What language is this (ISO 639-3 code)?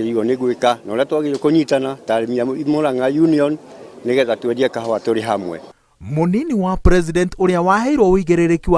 kik